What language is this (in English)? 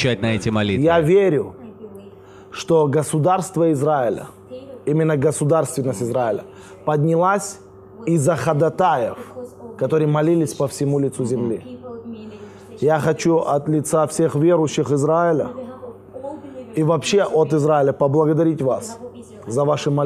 Russian